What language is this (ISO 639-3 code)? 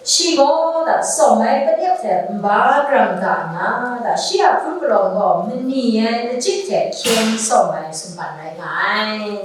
kac